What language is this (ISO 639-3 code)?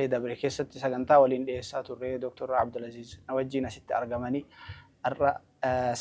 orm